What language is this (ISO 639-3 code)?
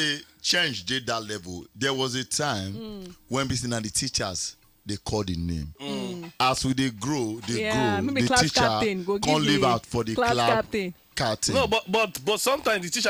pcm